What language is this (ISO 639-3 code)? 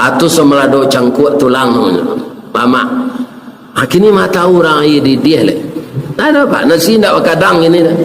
min